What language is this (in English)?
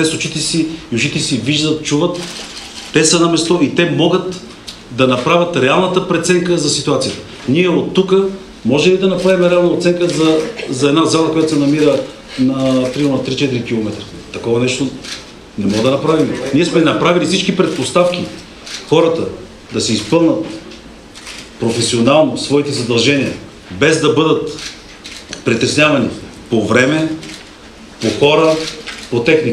Bulgarian